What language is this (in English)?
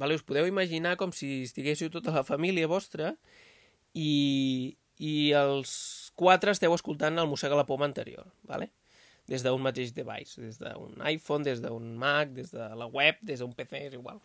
Catalan